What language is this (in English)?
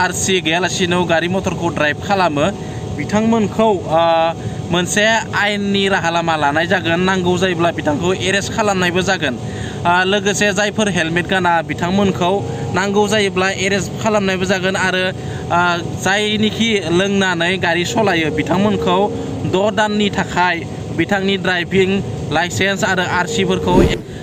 Bodo